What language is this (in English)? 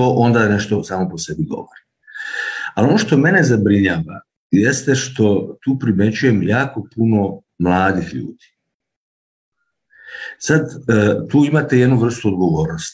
Serbian